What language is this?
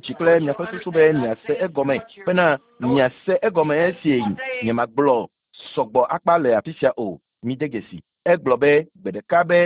Ewe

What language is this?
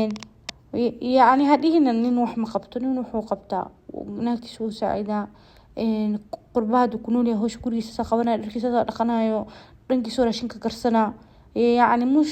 Somali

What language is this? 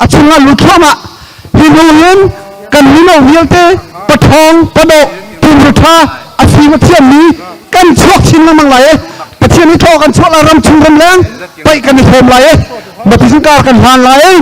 Hakha Chin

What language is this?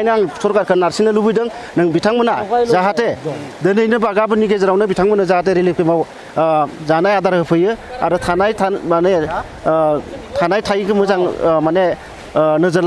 Bodo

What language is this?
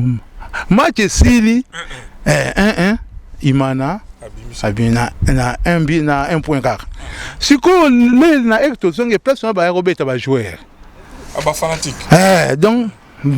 Lingala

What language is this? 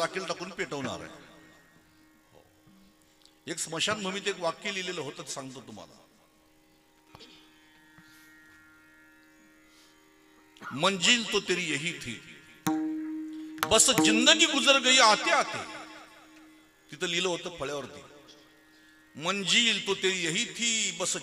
Marathi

